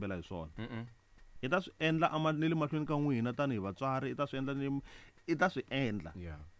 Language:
Tsonga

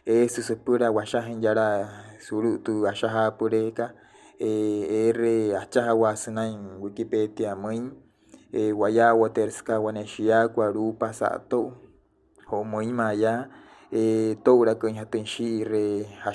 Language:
Wayuu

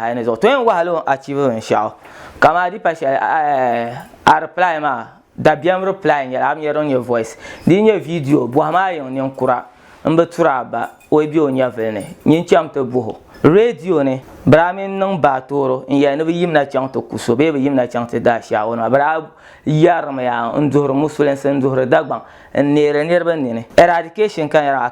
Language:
Dagbani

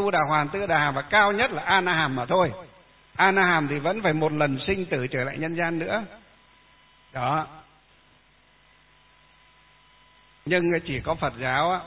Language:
Vietnamese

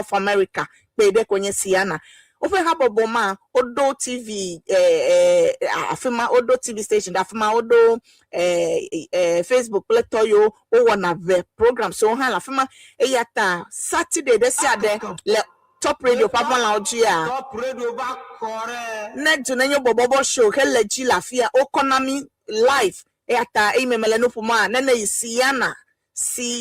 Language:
Ewe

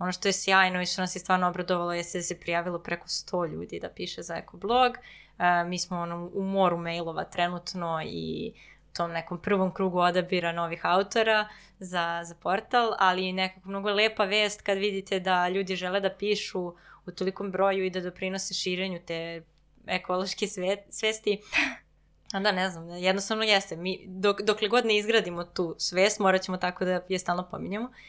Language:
Serbian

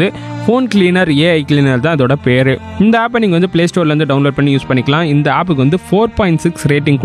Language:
Tamil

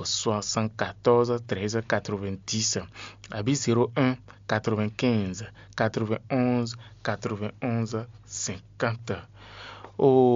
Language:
Fon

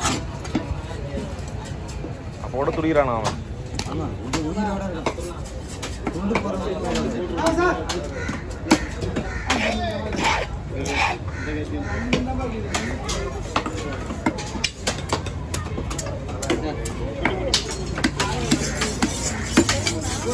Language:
Tamil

